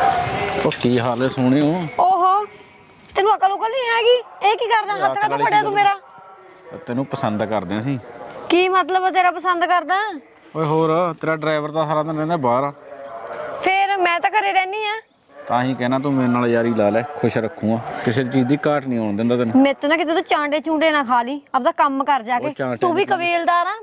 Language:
Punjabi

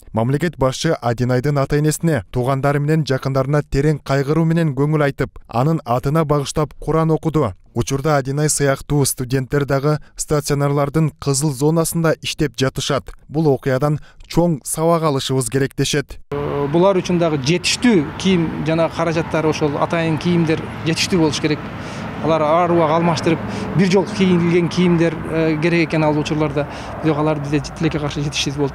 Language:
Kyrgyz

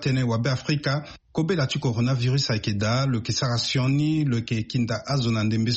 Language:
Sango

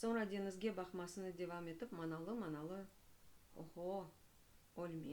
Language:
Crimean Tatar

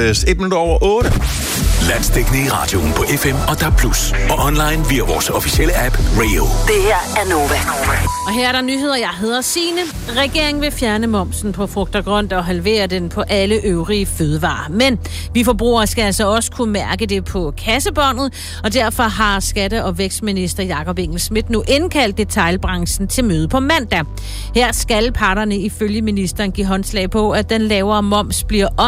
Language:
Danish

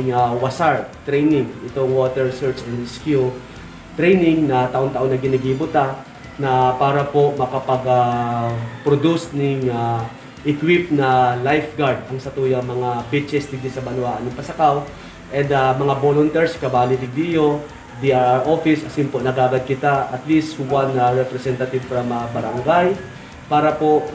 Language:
Bikol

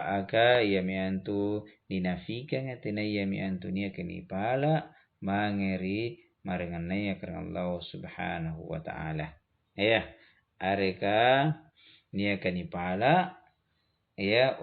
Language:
Makasar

